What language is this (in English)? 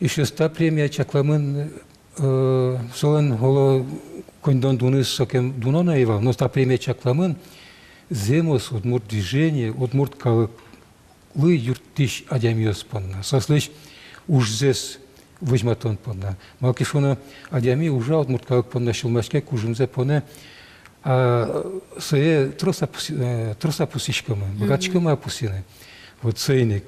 Udmurt